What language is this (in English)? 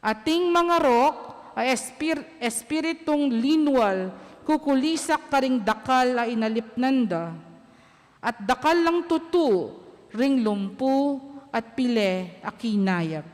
Pampanga